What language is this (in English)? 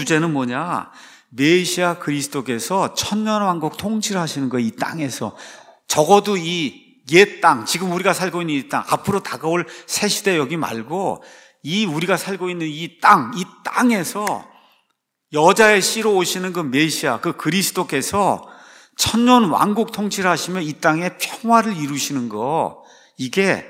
Korean